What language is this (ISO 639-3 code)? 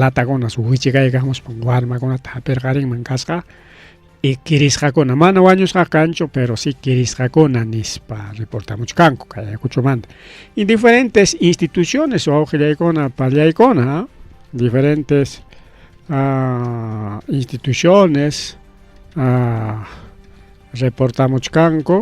quy